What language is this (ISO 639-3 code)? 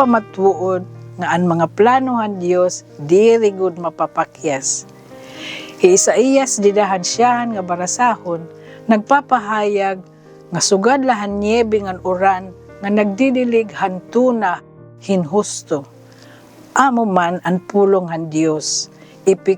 war